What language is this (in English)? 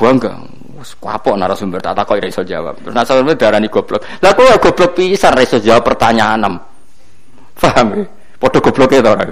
Javanese